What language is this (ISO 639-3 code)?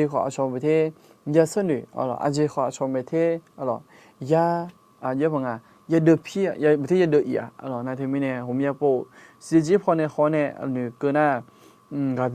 ahk